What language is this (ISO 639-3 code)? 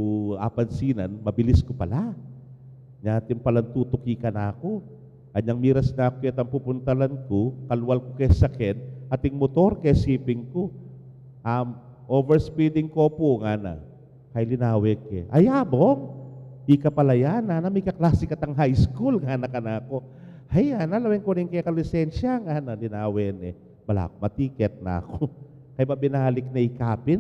pam